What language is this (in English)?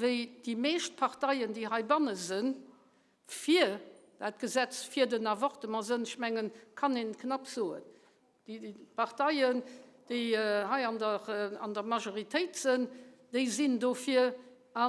Luxembourgish